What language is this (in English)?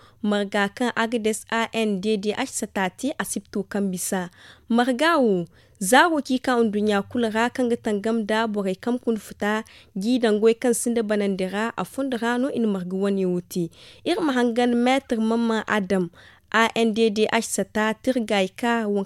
Zarma